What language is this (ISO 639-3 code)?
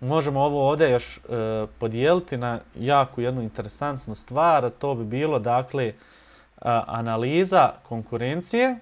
bos